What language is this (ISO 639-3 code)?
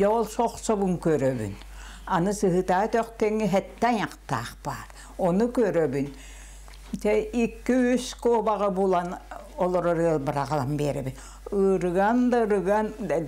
sah